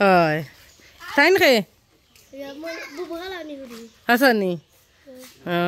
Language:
Sylheti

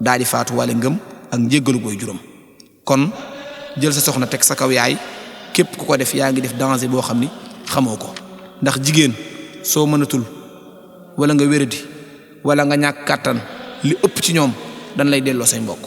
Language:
Wolof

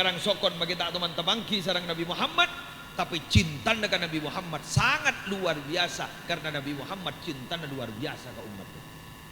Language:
Madurese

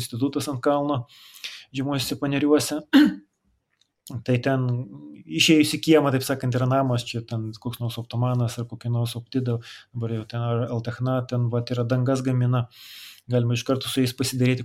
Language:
Lithuanian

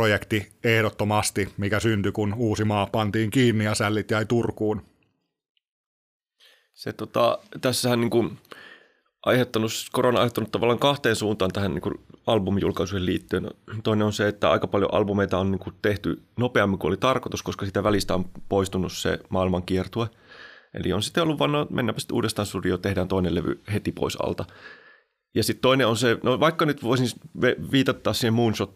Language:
Finnish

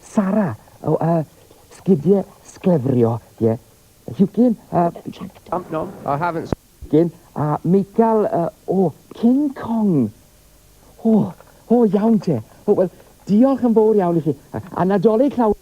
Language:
Welsh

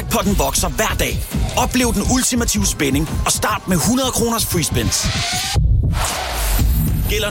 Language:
Danish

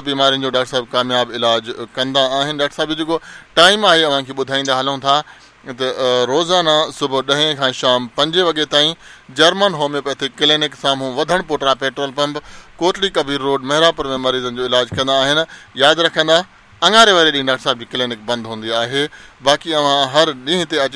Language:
Sindhi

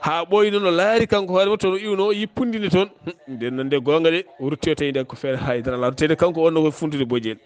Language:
Fula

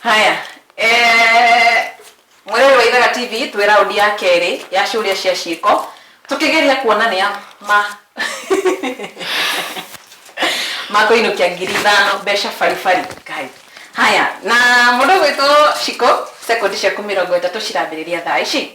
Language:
Kikuyu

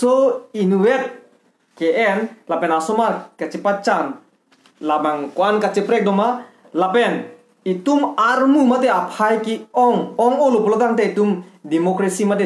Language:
Karbi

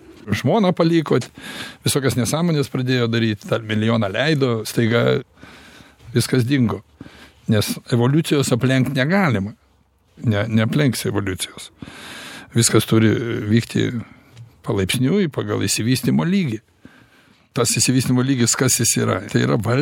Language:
Lithuanian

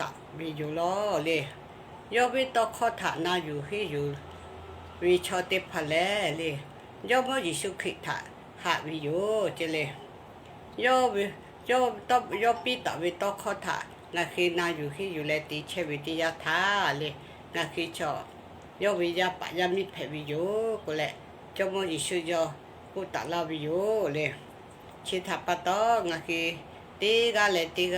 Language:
Lahu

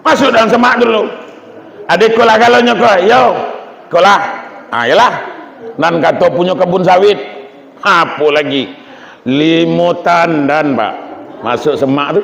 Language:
Minangkabau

